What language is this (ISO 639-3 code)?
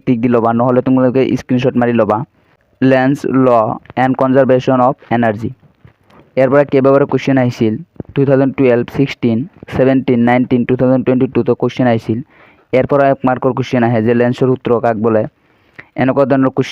asm